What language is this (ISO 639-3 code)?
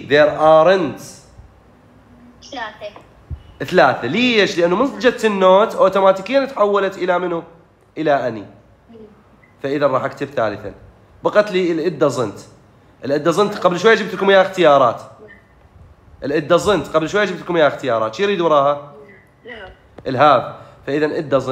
acm